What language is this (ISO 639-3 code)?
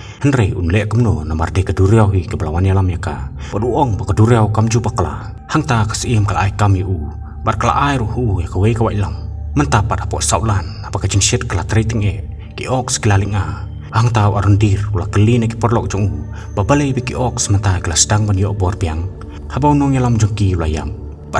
kha